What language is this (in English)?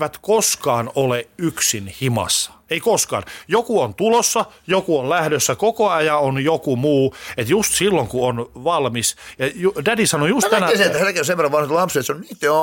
Finnish